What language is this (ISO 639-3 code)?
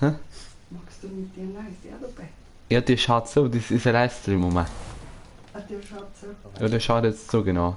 bar